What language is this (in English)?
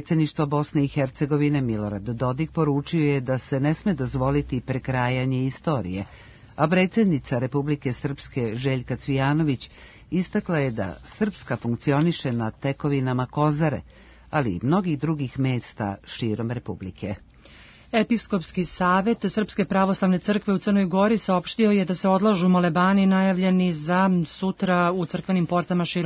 Serbian